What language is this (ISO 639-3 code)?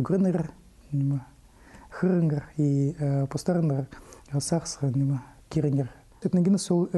kjh